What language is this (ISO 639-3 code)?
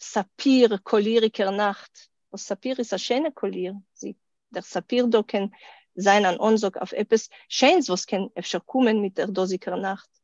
yid